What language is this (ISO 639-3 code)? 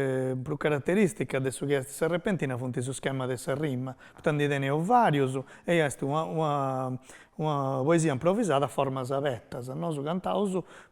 srd